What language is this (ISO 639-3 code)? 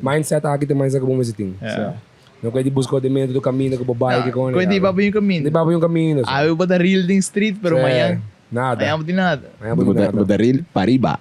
pap